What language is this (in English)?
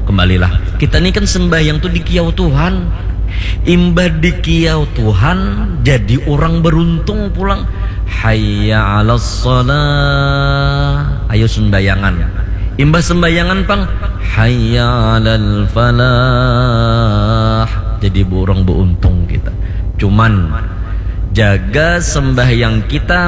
Banjar